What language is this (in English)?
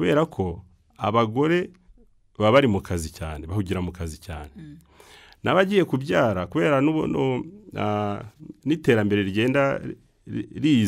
Kinyarwanda